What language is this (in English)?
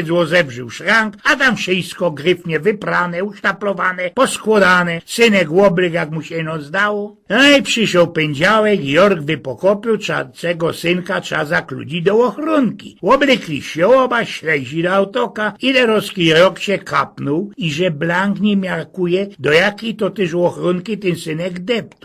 Silesian